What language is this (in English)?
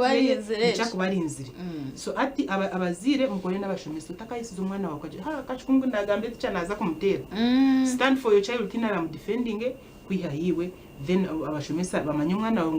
Nyankole